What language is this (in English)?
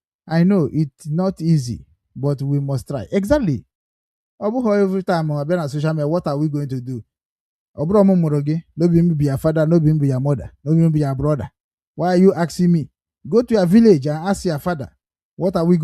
Igbo